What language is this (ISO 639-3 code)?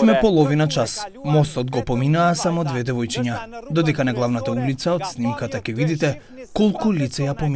mkd